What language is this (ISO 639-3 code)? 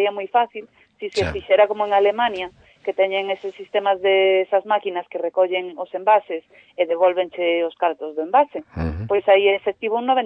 glg